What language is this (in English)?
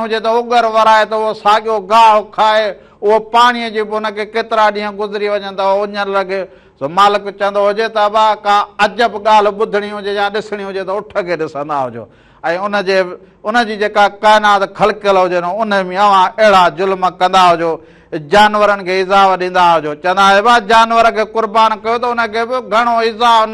Sindhi